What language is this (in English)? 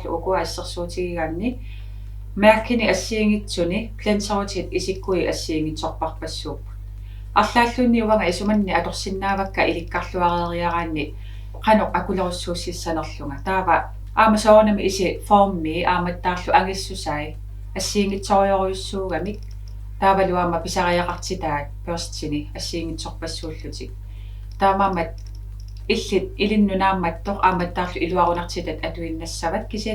Kalaallisut